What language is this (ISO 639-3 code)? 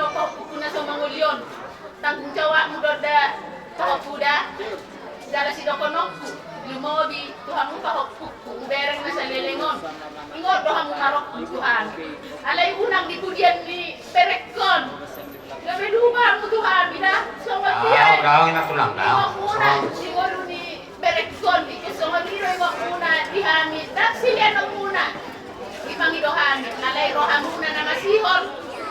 bbc